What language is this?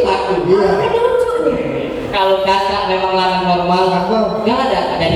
Musi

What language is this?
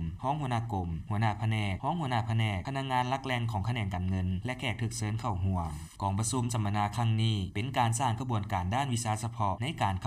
Lao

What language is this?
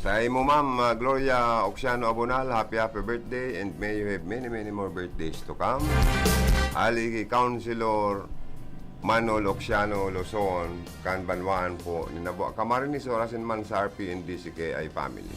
Bikol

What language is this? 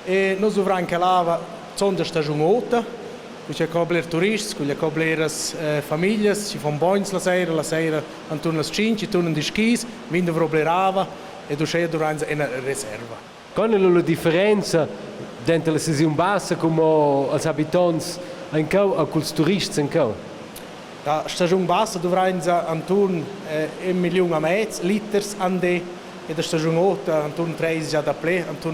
Romansh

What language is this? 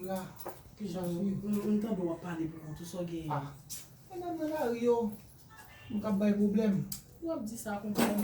Haitian Creole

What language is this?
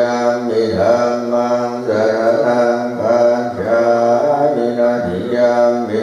Pali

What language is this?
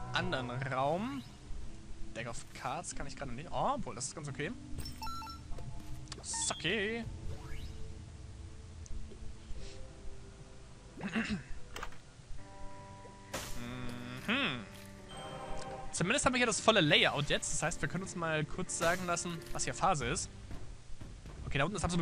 German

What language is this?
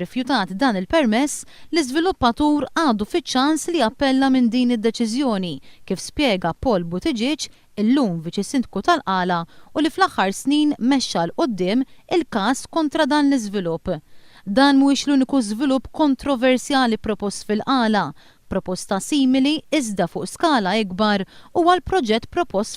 Maltese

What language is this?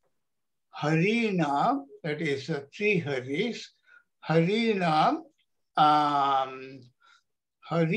Sanskrit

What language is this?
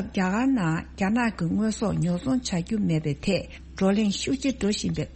Tibetan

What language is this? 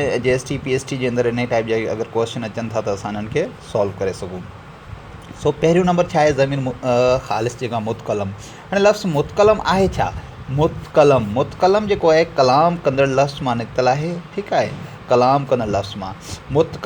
Sindhi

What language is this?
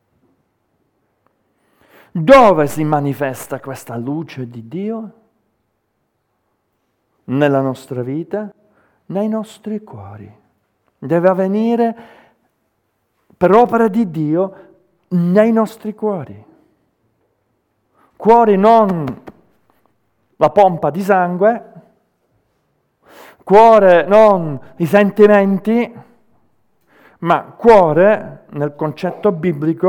Italian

